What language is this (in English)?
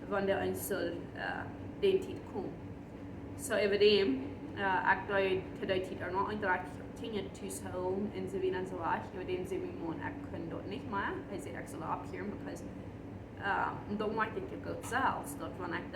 Plautdietsch